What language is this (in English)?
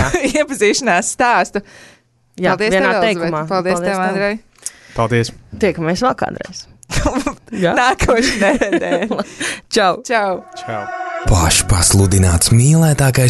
Latvian